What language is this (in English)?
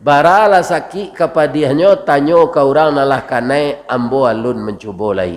Minangkabau